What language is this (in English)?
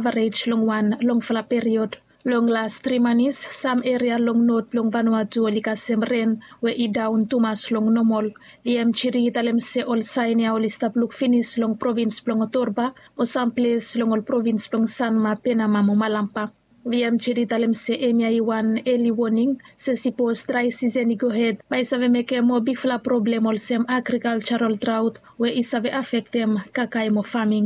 Bislama